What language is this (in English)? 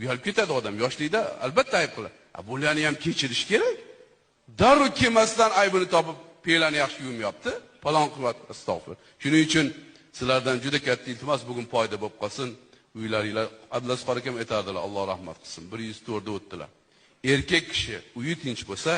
Uzbek